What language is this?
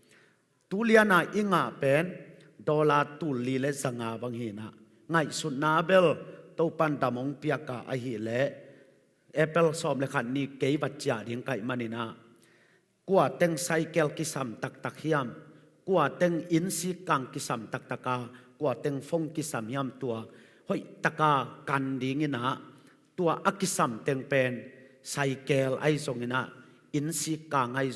Tedim Chin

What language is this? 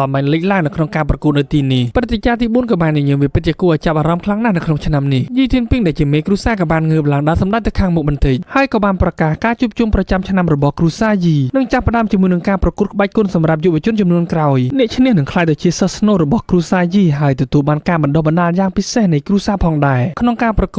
Khmer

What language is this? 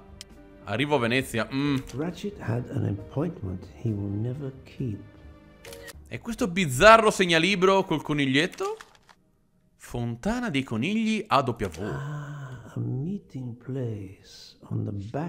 Italian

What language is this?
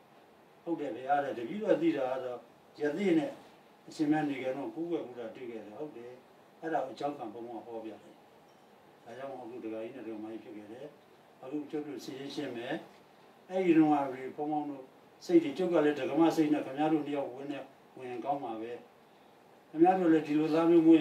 Burmese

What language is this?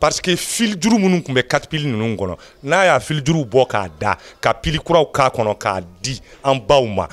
Bambara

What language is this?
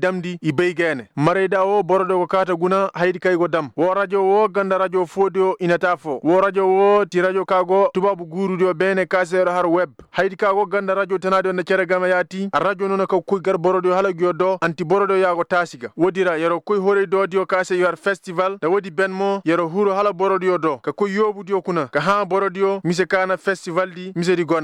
Koyraboro Senni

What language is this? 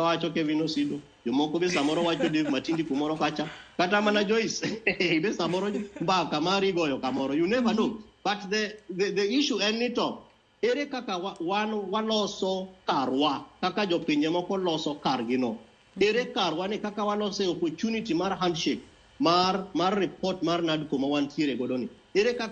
Luo (Kenya and Tanzania)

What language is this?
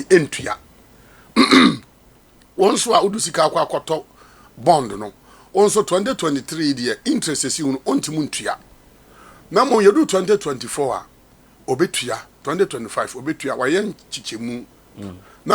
Akan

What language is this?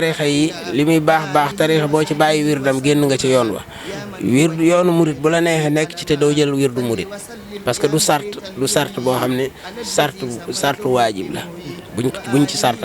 Wolof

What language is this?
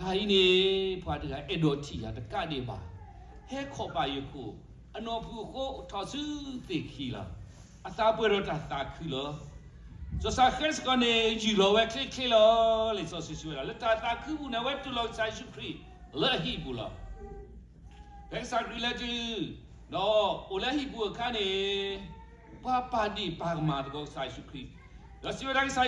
S'gaw Karen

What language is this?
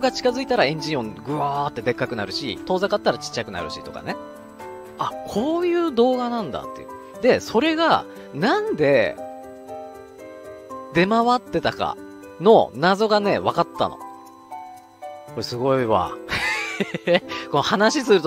Japanese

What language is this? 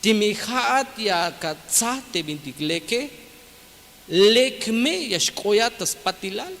Tzeltal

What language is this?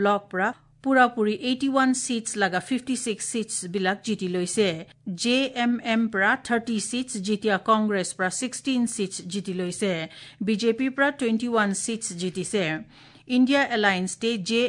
Assamese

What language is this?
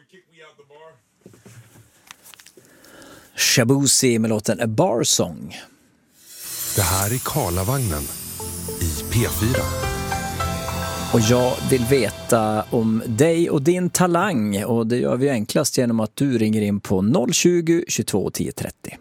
Swedish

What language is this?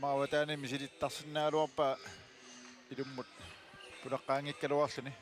Kalaallisut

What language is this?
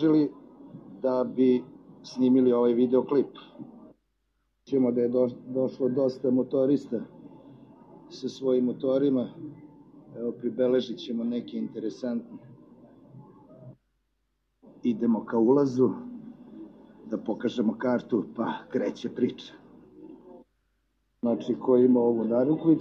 Serbian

